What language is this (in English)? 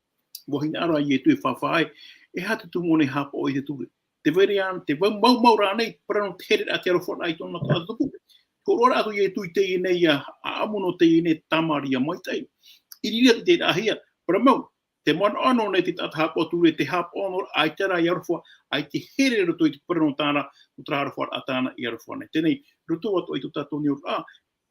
Tahitian